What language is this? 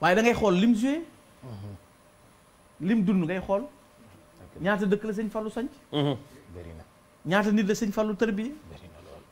Wolof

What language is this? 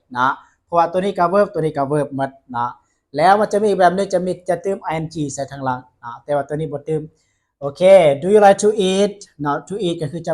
Lao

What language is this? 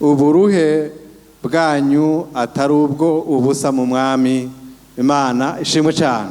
Rundi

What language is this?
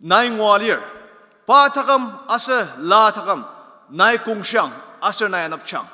Ao Naga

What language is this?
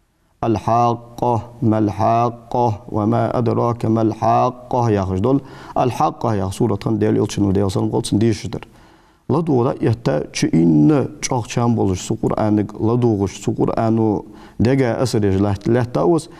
Ingush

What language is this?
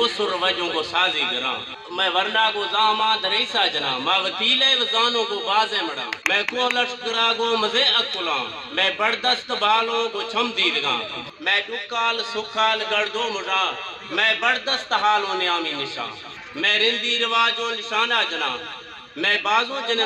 Eastern Balochi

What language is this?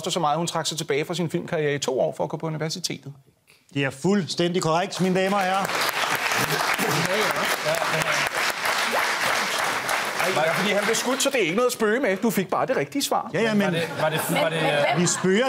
Danish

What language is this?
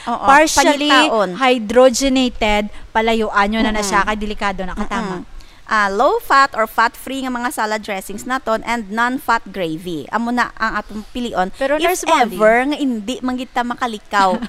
Hiligaynon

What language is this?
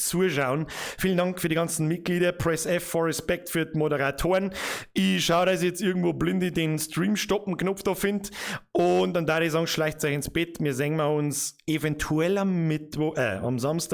Bavarian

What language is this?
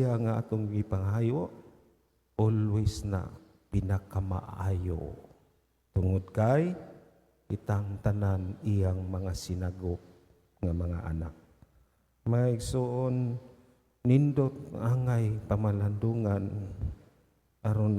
Cebuano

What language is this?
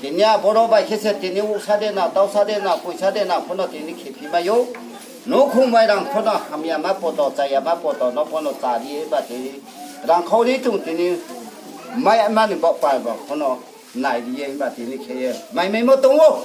Riang (India)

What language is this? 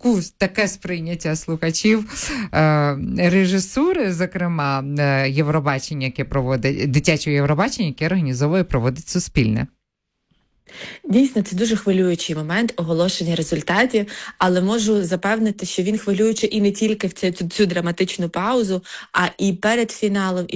Ukrainian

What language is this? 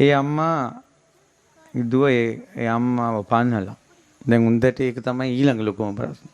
Sinhala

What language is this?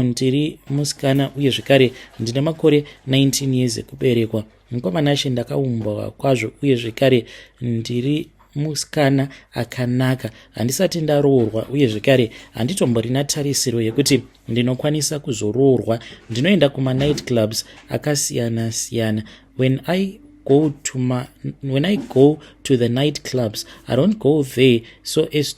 Shona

